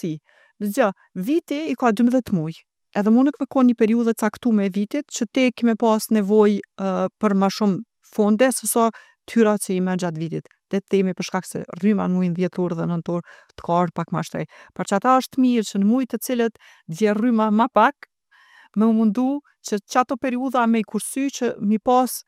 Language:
Albanian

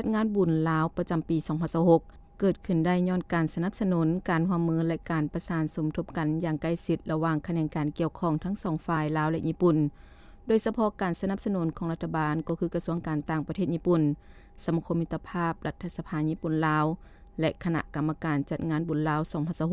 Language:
Lao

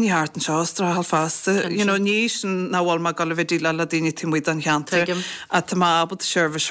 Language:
Irish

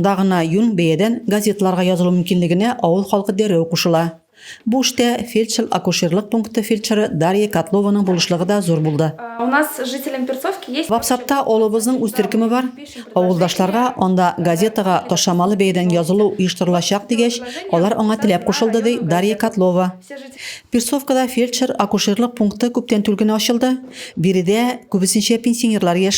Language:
Tatar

